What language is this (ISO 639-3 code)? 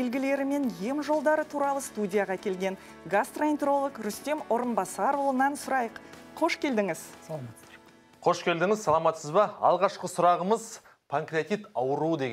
kaz